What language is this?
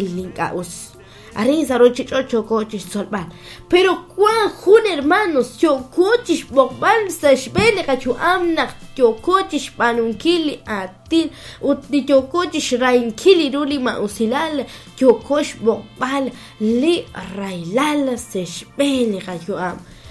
Kekchí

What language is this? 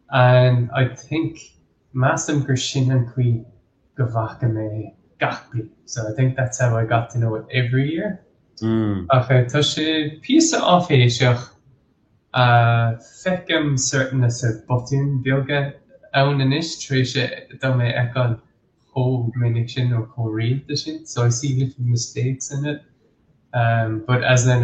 Irish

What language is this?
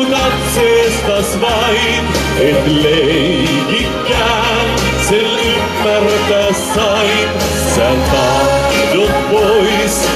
Finnish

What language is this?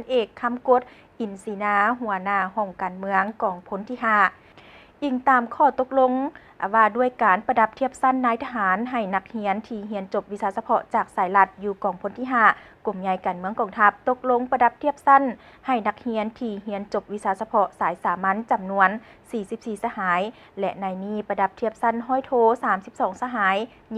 Lao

